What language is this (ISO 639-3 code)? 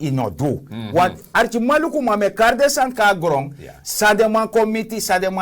srn